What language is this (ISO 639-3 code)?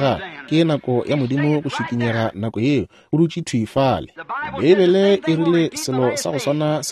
nso